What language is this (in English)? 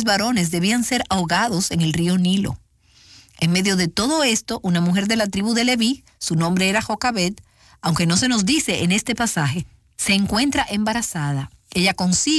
Spanish